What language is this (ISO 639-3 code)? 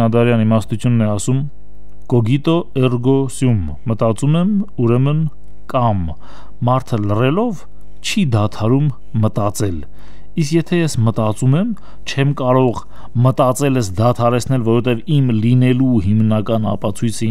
hye